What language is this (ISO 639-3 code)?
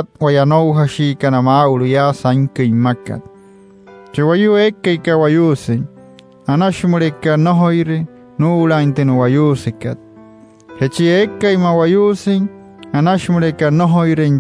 guc